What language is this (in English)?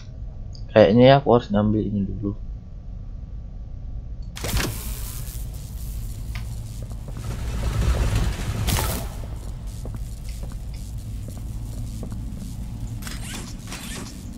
Indonesian